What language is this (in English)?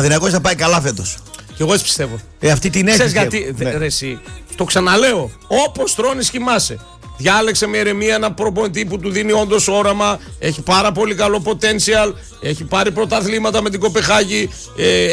Greek